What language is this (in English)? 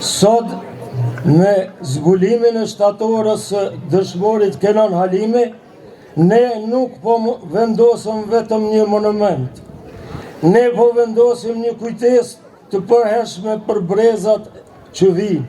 Albanian